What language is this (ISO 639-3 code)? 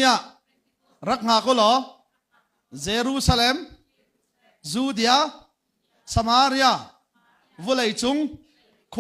cnh